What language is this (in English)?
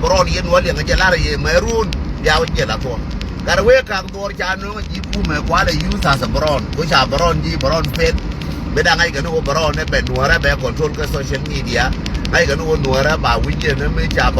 Nuer